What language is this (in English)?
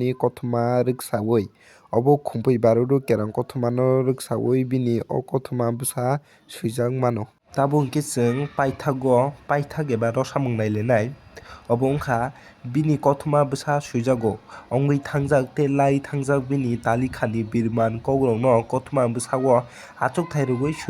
Kok Borok